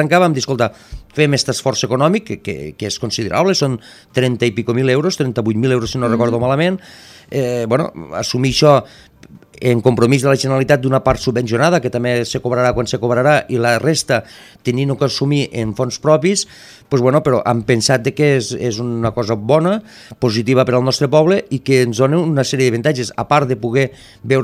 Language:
Catalan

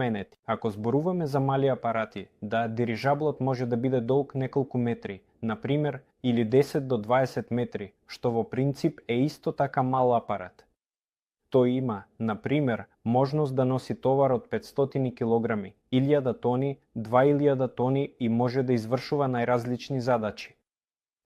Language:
Macedonian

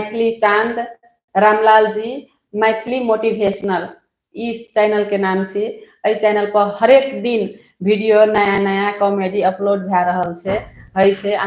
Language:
Maithili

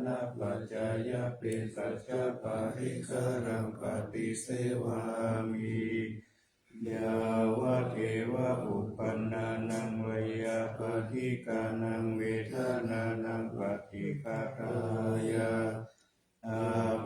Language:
Pali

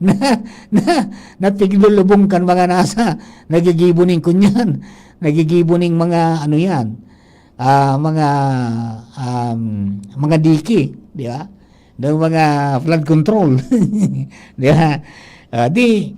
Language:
Bikol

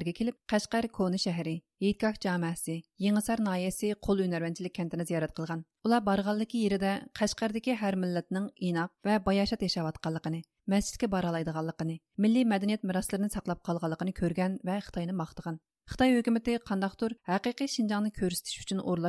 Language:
Uyghur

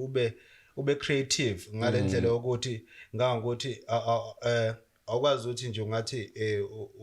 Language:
Zulu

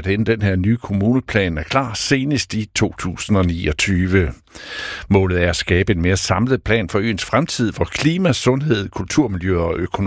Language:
Danish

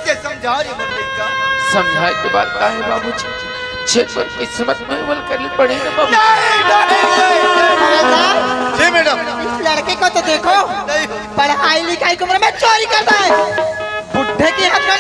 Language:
Chhattisgarhi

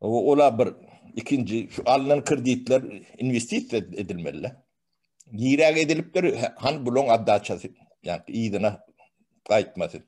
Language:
Turkmen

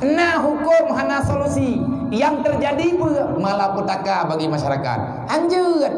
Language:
Achinese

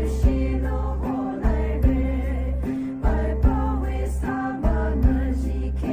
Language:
Poumei Naga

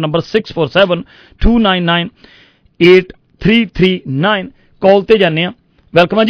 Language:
Punjabi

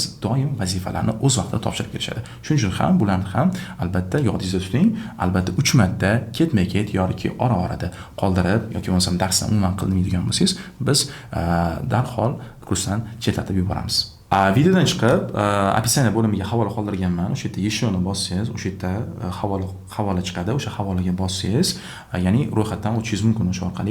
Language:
Uzbek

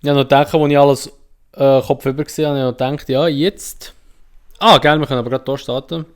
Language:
Swiss German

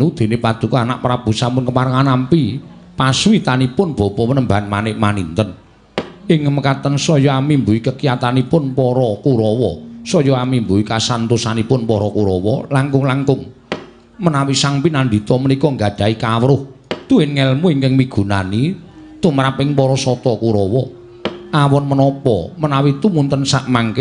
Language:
Javanese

